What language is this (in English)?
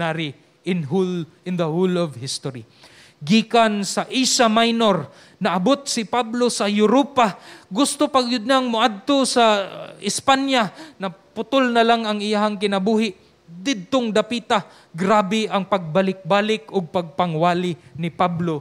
Cebuano